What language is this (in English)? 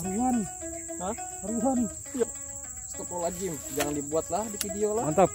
Banjar